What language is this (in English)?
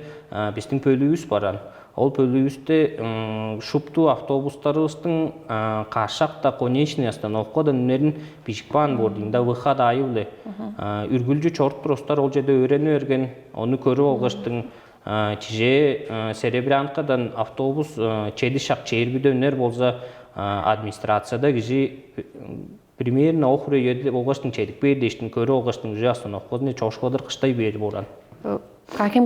Tuvinian